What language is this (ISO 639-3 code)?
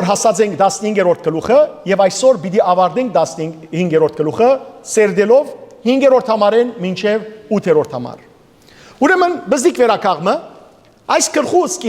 hyw